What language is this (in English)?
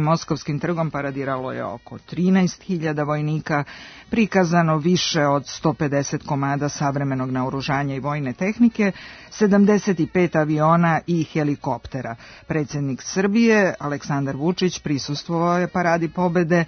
Serbian